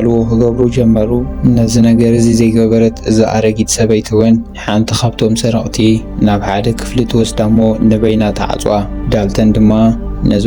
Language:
Tigrinya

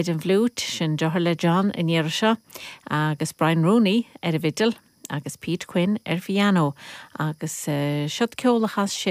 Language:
Irish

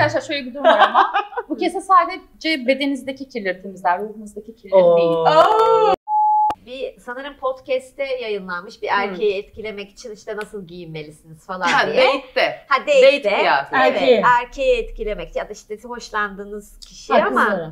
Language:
Turkish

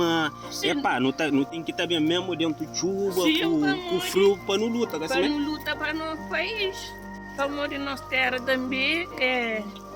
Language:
Kabuverdianu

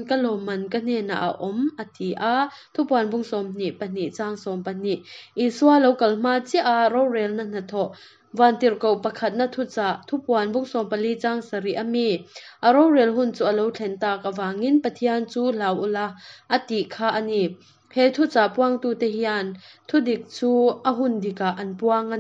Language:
Hakha Chin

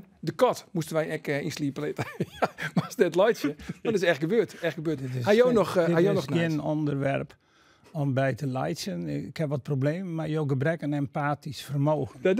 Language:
Western Frisian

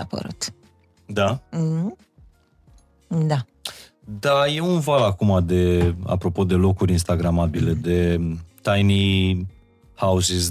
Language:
Romanian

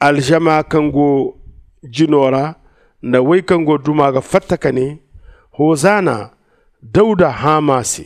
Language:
Zarma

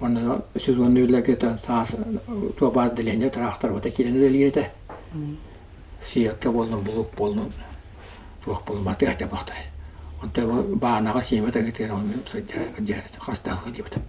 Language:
Yakut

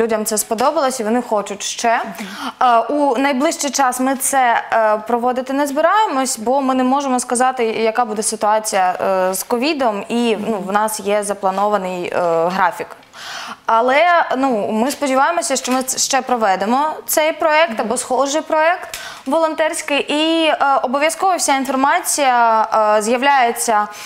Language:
Ukrainian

